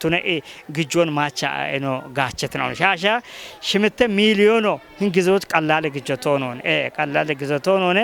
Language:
Kafa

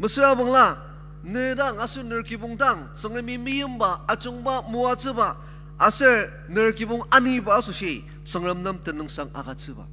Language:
Ao Naga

